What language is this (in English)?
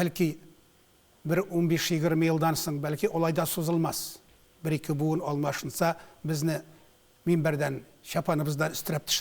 Tatar